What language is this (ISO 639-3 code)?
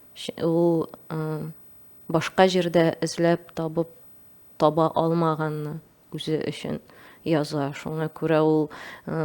tat